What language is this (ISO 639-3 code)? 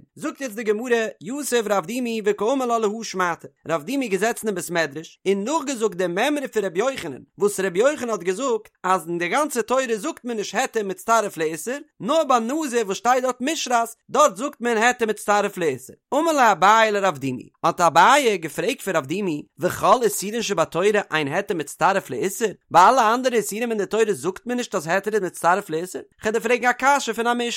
yid